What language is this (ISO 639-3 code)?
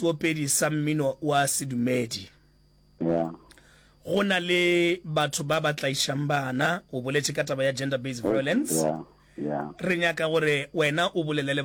nso